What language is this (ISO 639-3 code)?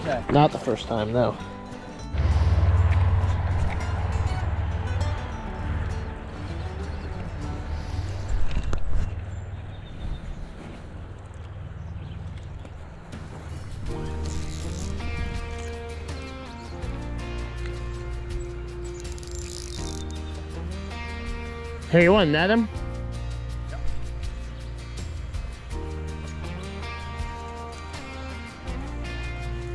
eng